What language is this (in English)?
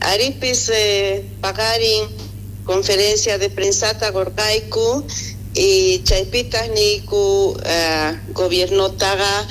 South Bolivian Quechua